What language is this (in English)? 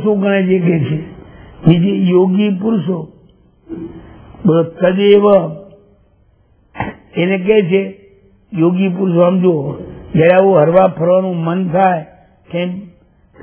Gujarati